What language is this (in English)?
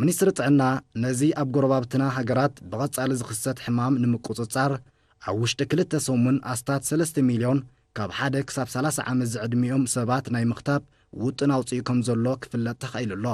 Tigrinya